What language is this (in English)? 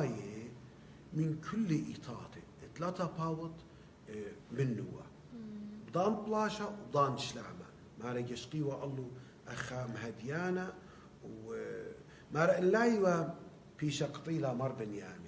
Assyrian Neo-Aramaic